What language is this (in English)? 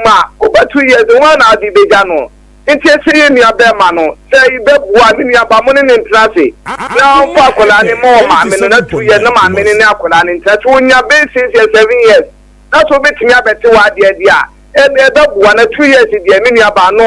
Akan